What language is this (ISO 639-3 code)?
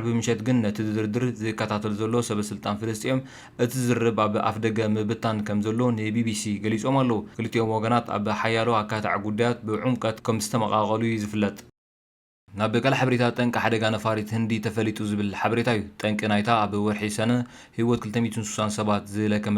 tir